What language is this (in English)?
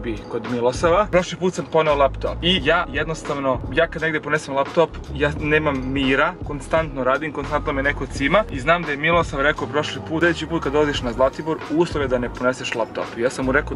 Serbian